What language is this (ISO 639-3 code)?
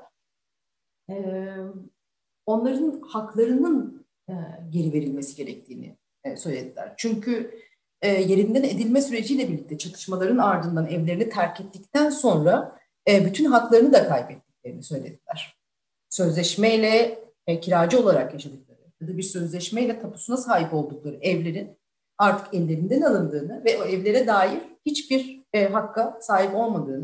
tur